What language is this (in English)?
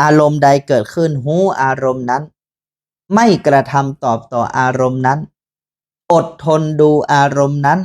Northern Thai